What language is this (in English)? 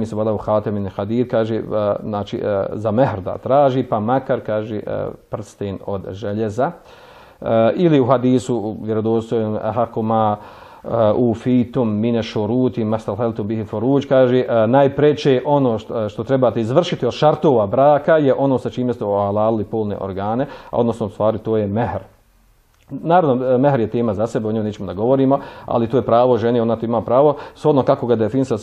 Bosnian